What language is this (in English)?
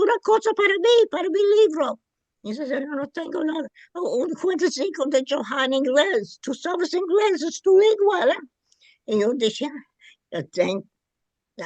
Ladino